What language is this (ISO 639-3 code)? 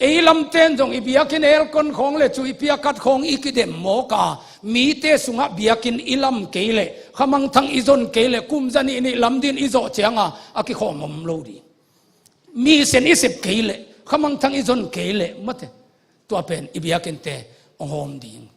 ctd